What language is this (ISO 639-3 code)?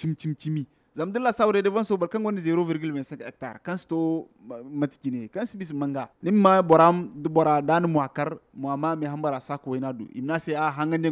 dje